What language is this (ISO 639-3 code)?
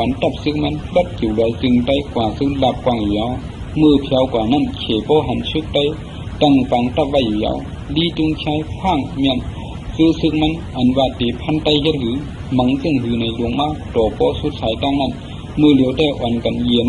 shn